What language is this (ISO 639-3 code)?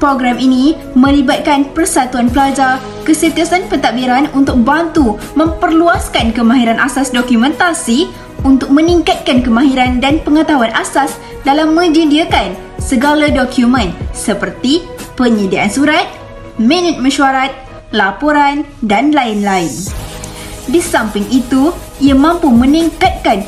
msa